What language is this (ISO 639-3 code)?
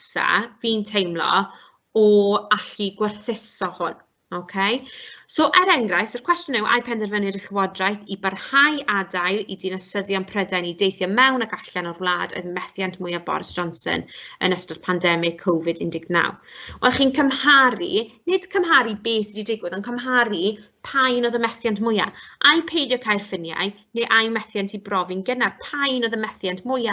cym